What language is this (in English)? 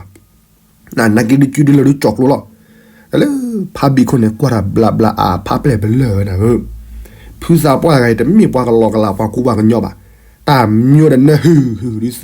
S'gaw Karen